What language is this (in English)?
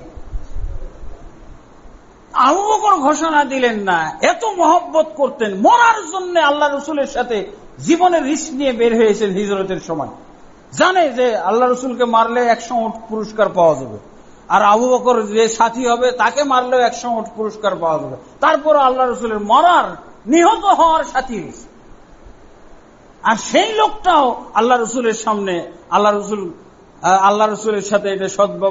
Bangla